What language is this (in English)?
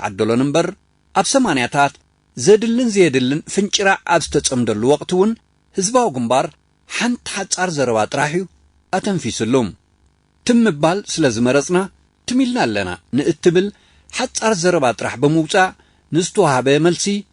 Tigrinya